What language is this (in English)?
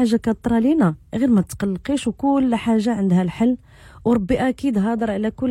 Moroccan Arabic